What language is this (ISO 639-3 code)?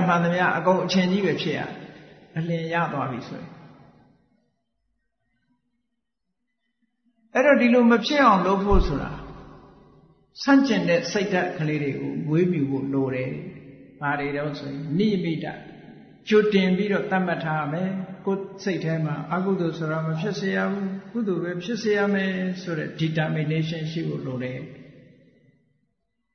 mya